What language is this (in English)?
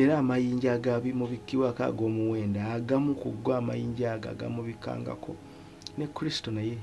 Ganda